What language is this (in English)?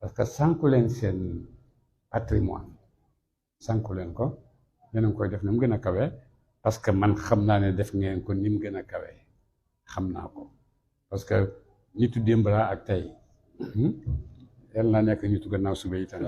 Wolof